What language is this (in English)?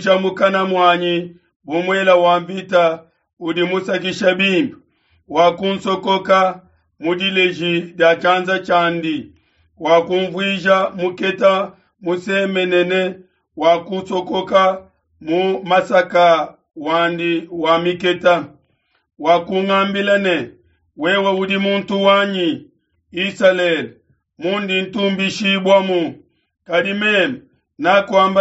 Luba-Lulua